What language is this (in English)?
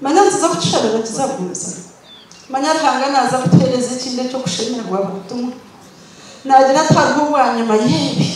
Nyankole